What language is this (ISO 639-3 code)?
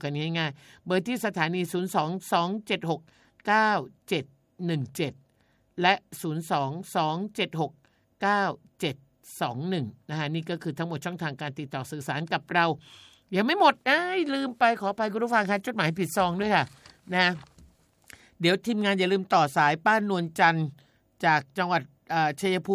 tha